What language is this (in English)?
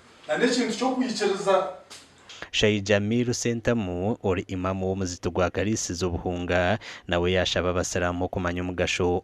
Nyankole